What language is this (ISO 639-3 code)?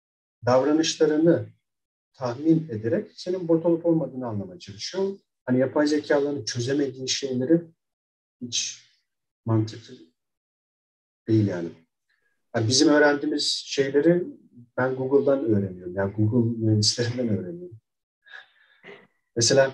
tur